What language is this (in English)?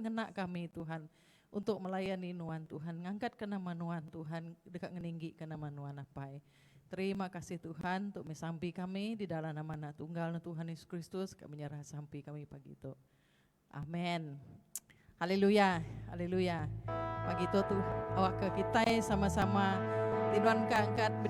Iban